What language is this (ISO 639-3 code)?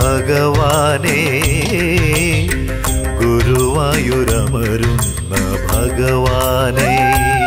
mal